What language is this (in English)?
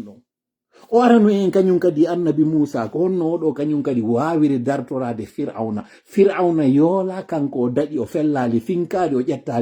Pular